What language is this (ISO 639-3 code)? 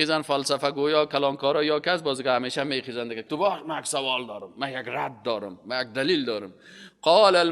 fas